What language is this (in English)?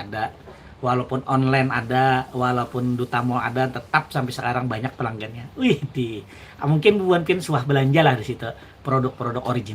Banjar